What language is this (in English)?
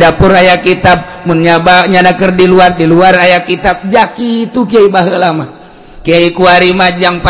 Sundanese